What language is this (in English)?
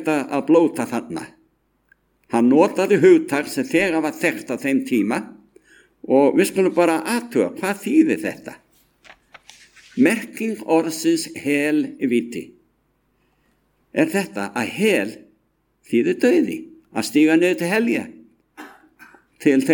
Icelandic